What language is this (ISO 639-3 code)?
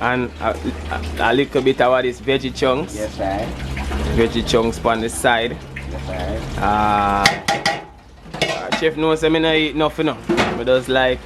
jam